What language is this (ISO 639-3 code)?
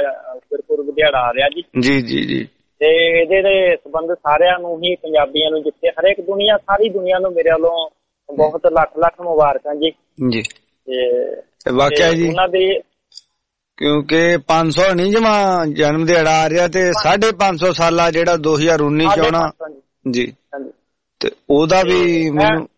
pan